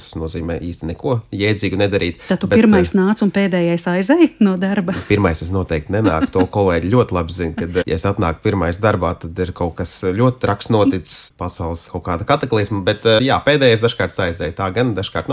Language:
Latvian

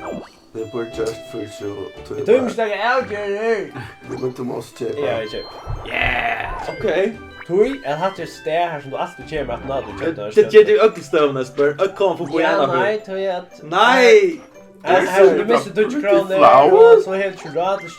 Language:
Faroese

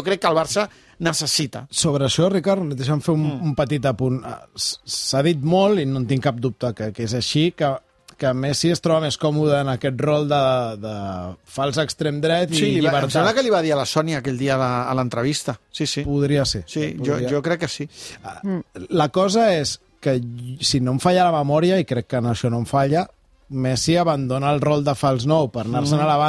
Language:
Catalan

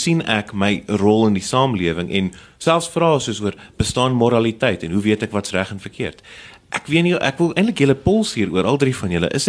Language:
Afrikaans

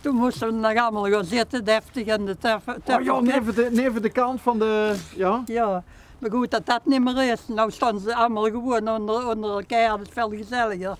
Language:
Limburgish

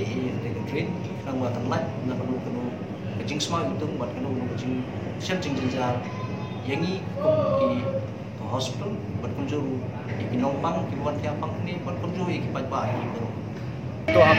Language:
Khasi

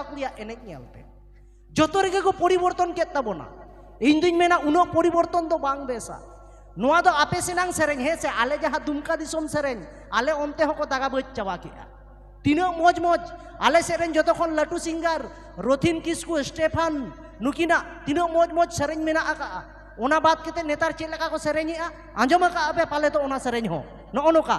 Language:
Santali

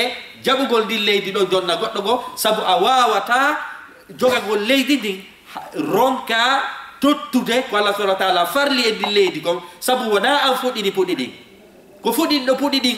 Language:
Fula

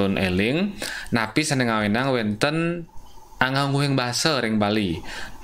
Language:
Balinese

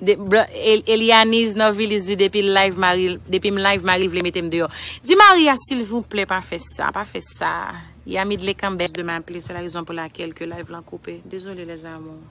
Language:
Haitian Creole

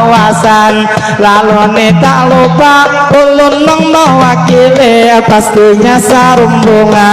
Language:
Banjar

